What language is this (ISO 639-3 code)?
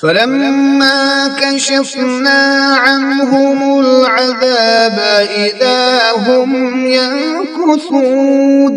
kas